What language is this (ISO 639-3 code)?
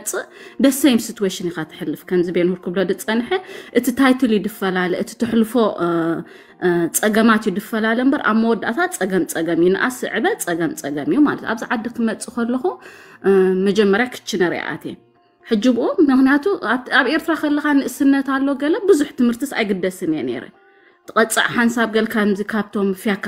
tir